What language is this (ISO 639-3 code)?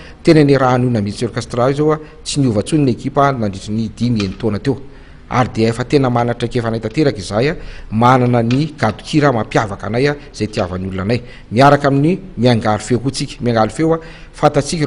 mlg